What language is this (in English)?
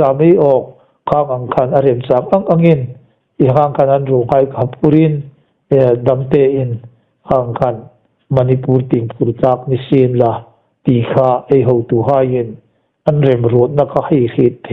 Hmar